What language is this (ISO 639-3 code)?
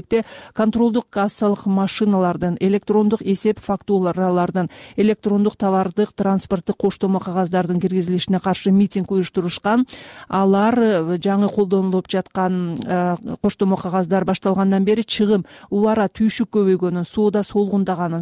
kir